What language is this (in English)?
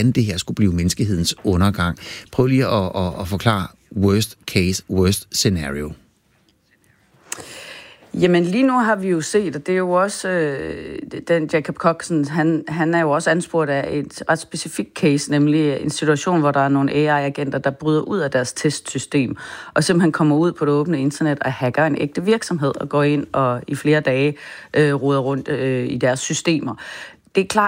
Danish